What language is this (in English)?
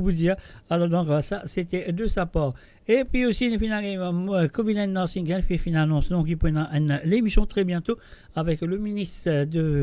Morisyen